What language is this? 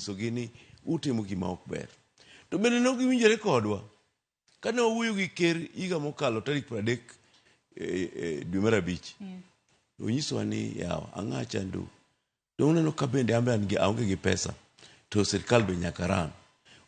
Luo (Kenya and Tanzania)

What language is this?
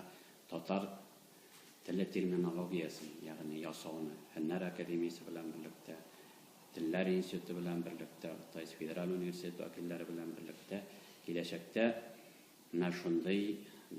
Tatar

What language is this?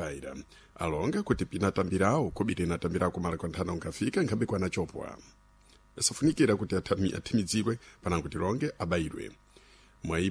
Sena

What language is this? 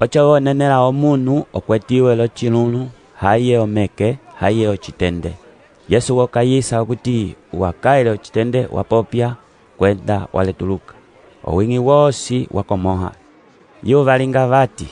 Umbundu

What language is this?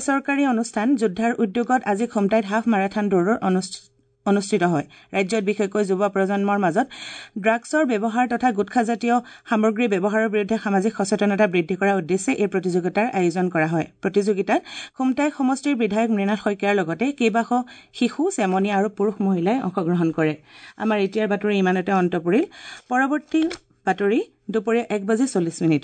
Assamese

